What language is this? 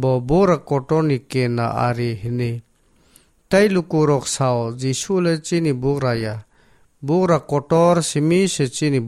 Kok Borok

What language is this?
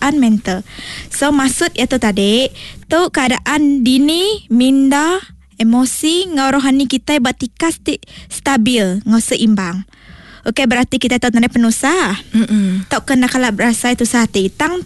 Iban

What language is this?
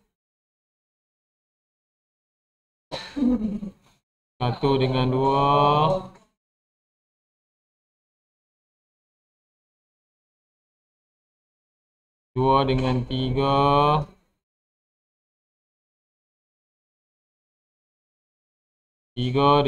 Malay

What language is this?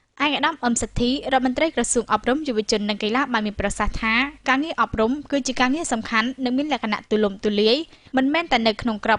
Khmer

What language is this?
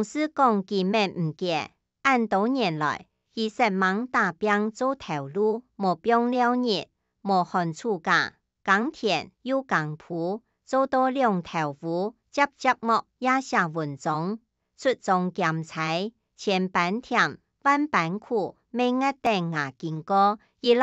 Hakka Chinese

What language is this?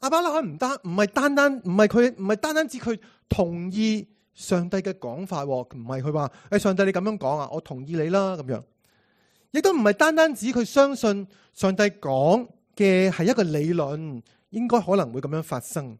Cantonese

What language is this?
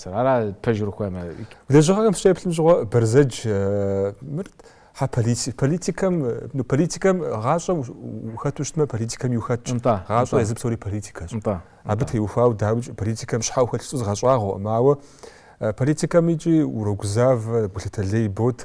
Kabardian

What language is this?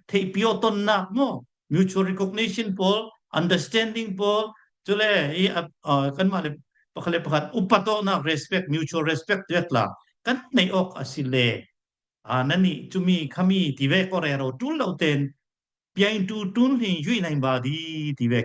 Falam Chin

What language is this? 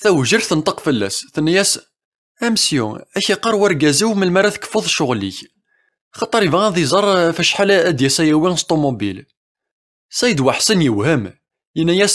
Kabyle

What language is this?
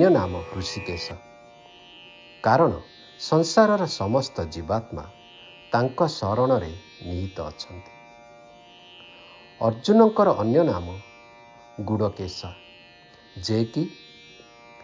Odia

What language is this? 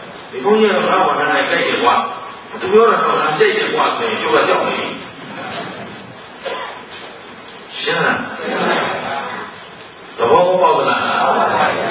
Burmese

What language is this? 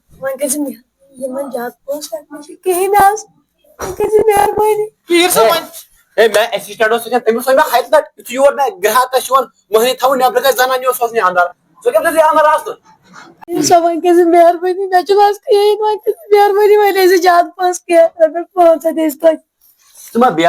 Kashmiri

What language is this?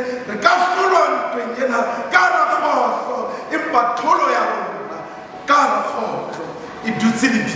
Southern Sotho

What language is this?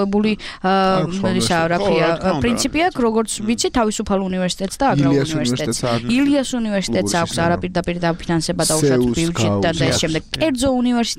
Georgian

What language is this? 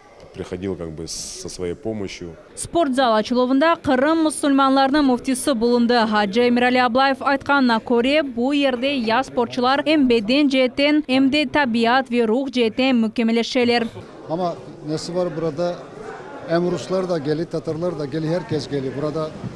Crimean Tatar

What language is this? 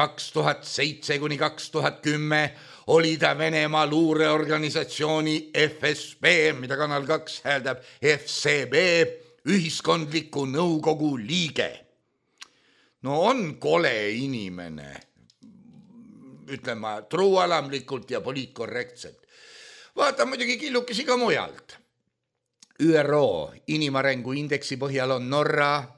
Estonian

